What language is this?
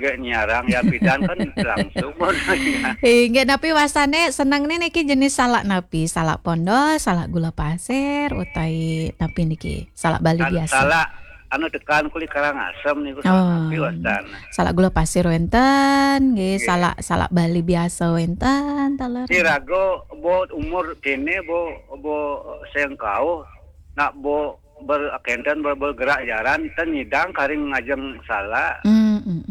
Balinese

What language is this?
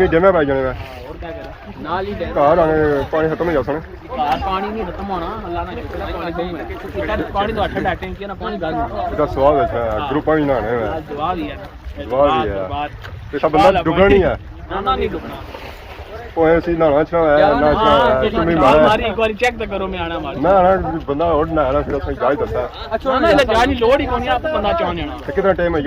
Pahari-Potwari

